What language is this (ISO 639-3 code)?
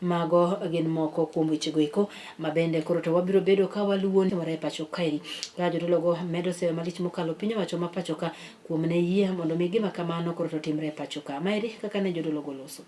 luo